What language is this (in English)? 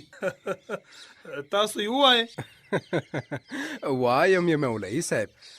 Pashto